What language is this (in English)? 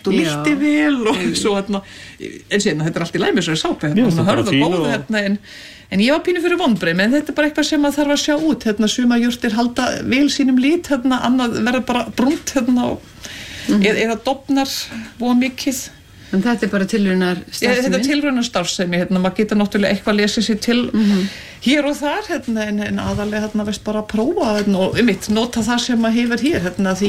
Icelandic